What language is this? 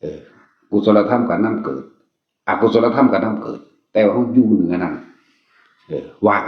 Northeastern Thai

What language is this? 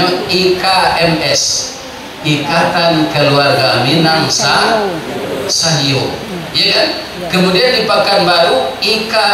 Minangkabau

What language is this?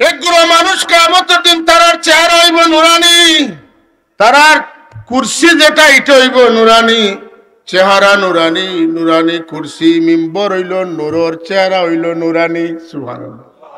Sylheti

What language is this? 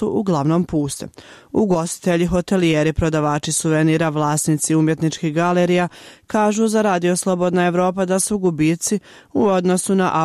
Bosnian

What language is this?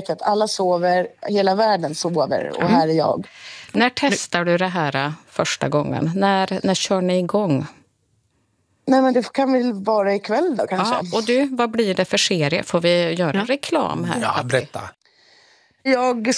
Swedish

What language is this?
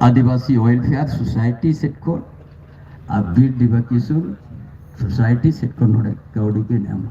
Santali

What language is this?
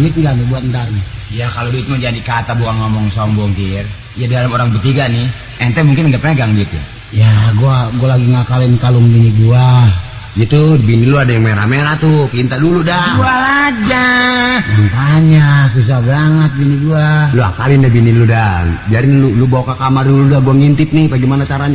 Betawi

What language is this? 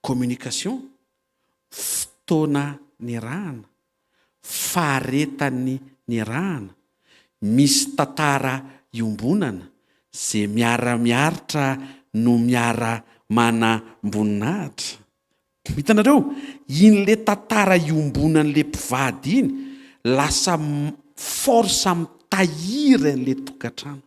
Malagasy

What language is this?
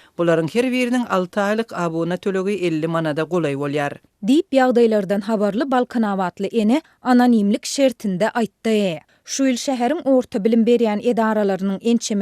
Turkmen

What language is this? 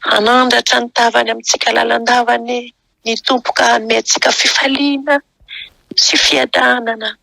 Malagasy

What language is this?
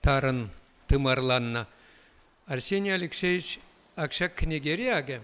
Chuvash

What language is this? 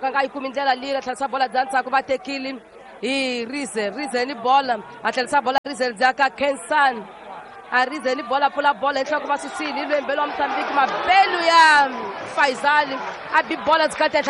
Tsonga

